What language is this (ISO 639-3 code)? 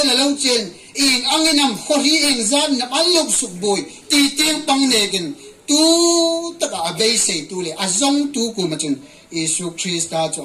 hmr